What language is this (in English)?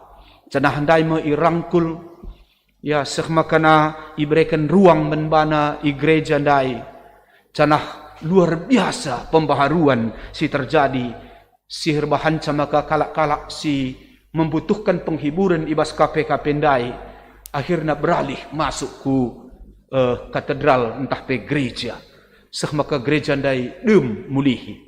Batak Karo